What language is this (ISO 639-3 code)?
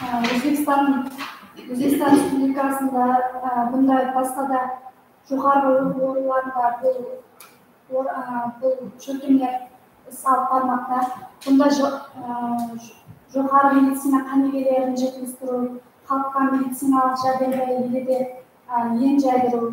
kaa